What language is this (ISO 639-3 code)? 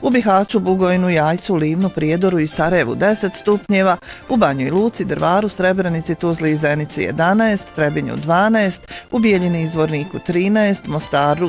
bos